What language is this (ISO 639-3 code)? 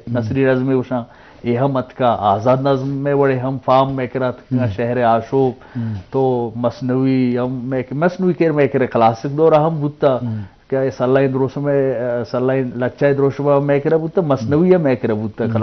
bgp